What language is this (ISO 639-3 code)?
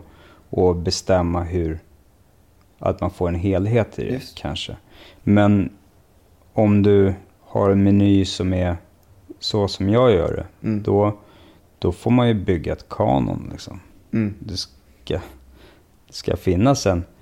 swe